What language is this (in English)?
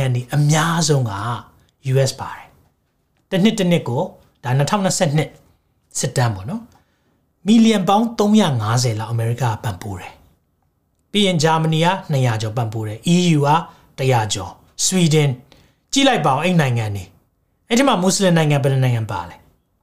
Burmese